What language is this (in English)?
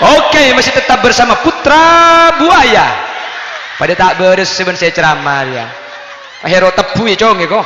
Madurese